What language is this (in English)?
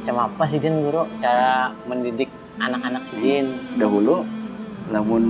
Banjar